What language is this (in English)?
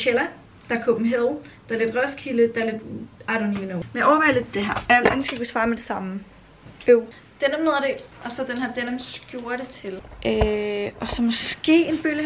Danish